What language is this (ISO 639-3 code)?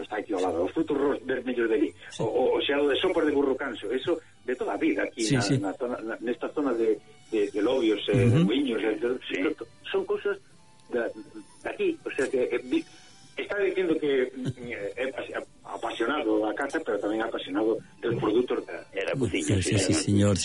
glg